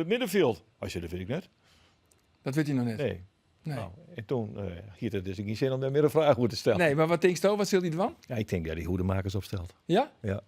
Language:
Western Frisian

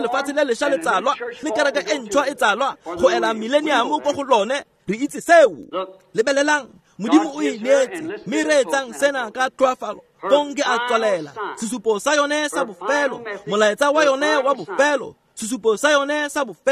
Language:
Tswana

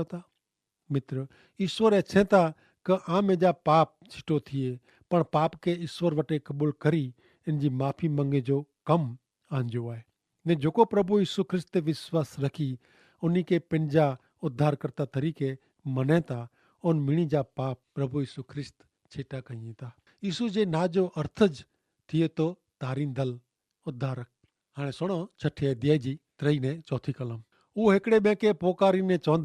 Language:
Kachhi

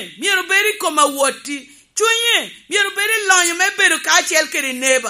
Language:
Lango (Uganda)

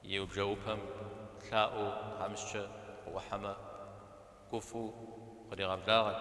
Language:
Kabardian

